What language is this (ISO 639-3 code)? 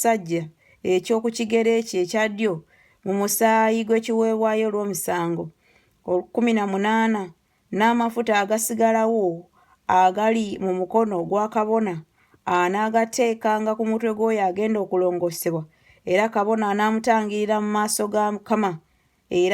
lug